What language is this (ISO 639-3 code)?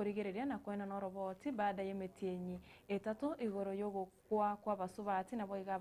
guz